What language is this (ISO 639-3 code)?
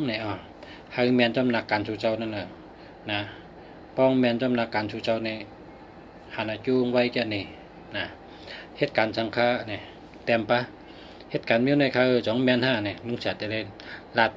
shn